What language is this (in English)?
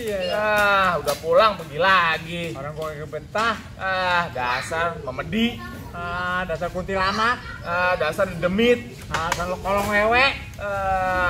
Betawi